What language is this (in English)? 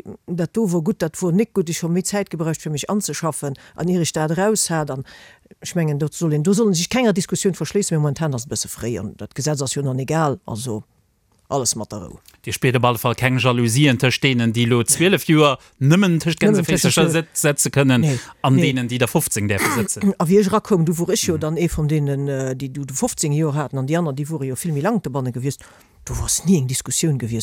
Luxembourgish